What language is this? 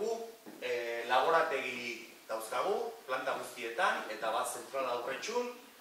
Basque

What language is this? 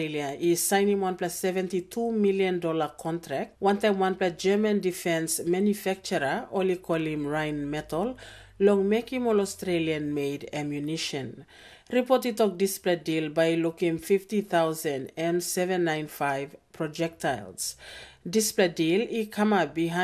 Tok Pisin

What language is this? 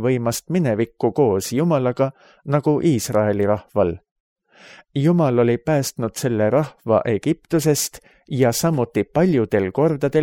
Estonian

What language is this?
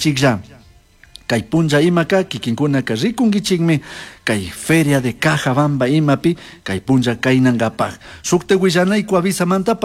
Chimborazo Highland Quichua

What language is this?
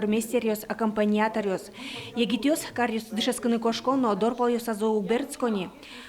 Udmurt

